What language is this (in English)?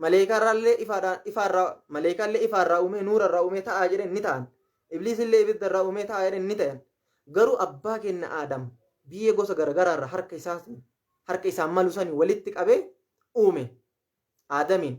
Oromo